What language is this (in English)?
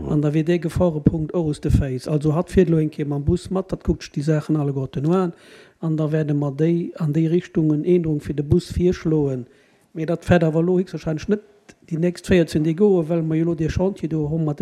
Luxembourgish